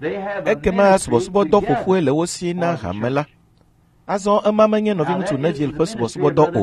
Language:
Ewe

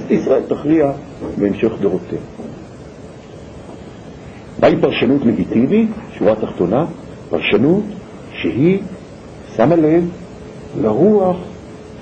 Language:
Hebrew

